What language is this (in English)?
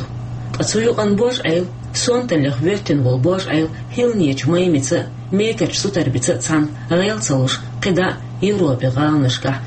Chechen